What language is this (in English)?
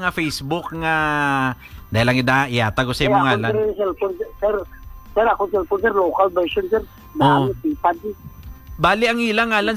Hiligaynon